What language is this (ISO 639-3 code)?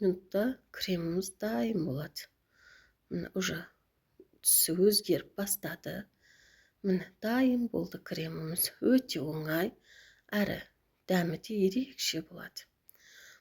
kaz